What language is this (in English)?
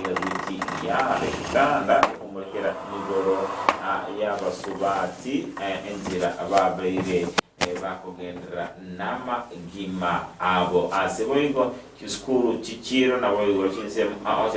Gusii